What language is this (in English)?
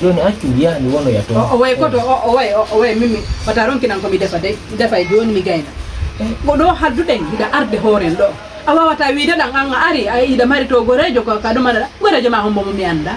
Fula